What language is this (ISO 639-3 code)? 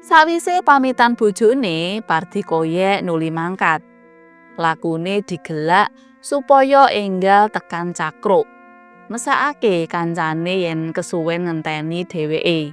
jav